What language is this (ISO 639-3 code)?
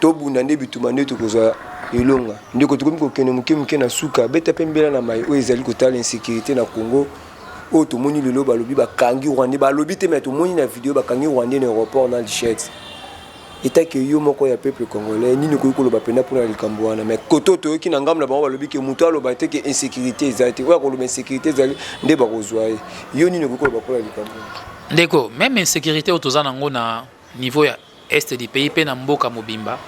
lin